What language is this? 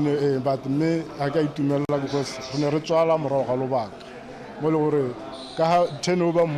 Tswana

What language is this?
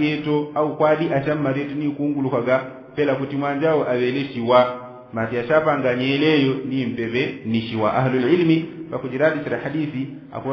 Yao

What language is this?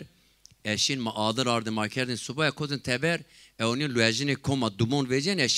Zaza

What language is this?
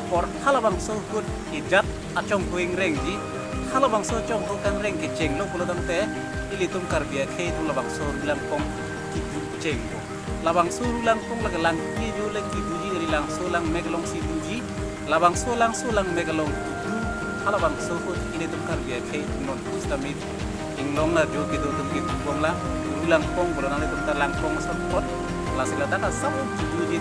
Karbi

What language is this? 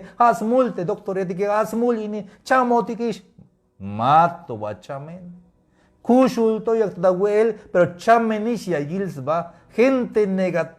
Tzeltal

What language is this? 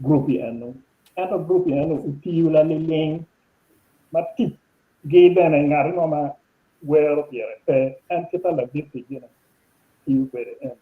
Acoli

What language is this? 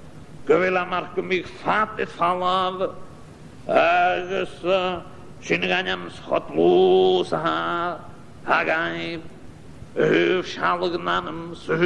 Scottish Gaelic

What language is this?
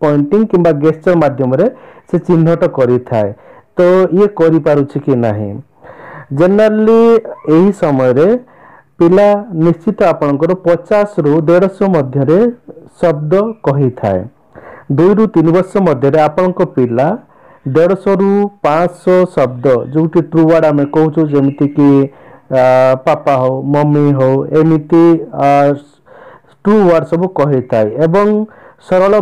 Odia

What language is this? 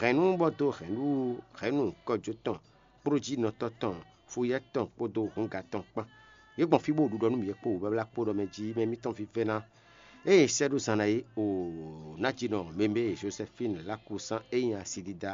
Fon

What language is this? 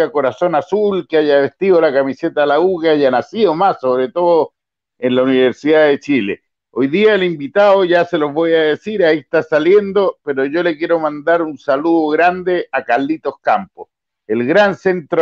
Spanish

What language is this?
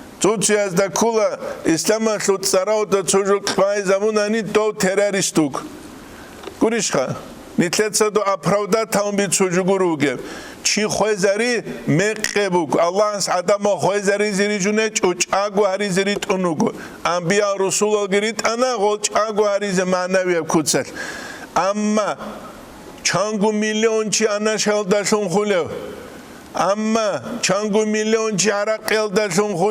Avaric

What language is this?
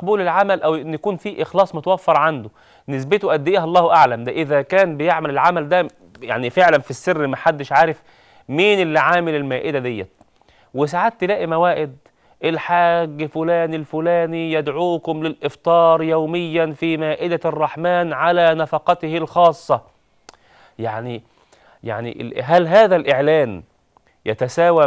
Egyptian Arabic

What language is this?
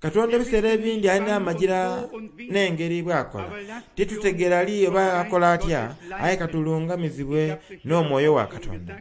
Soga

